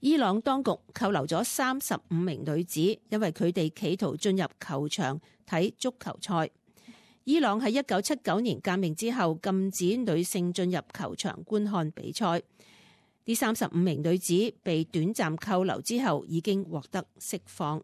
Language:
Cantonese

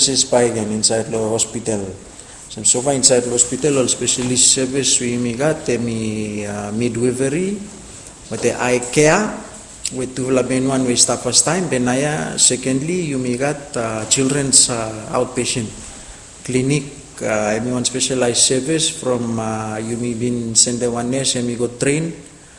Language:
Bislama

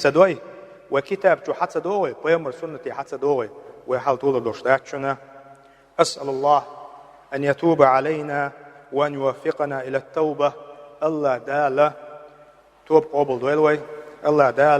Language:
Chechen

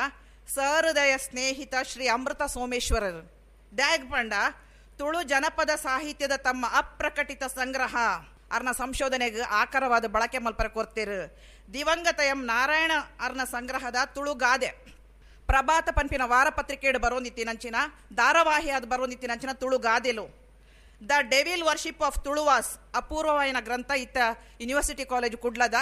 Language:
Tulu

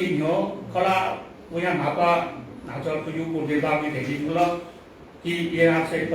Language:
Newari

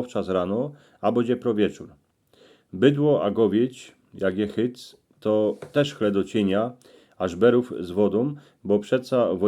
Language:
Silesian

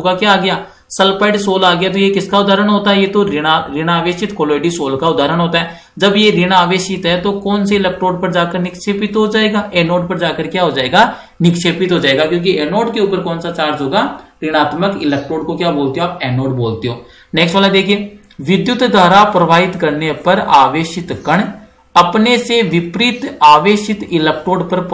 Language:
Hindi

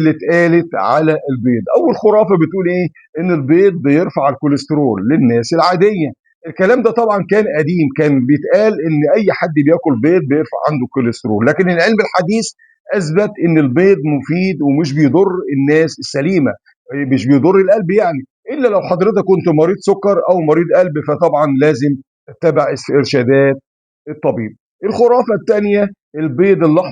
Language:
Egyptian Arabic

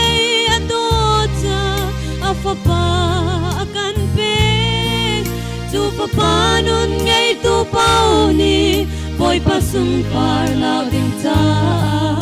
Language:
Hakha Chin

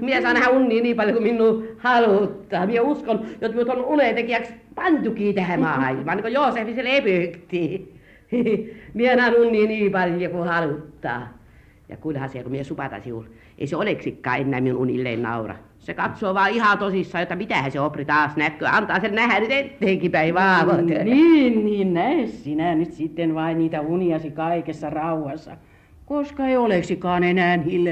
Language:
Finnish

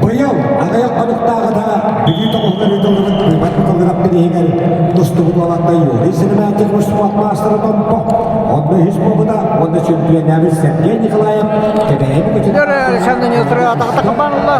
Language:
Yakut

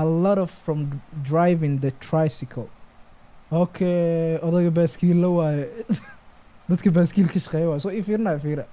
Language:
Somali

